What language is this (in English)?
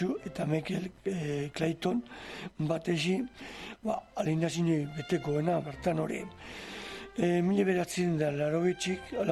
Basque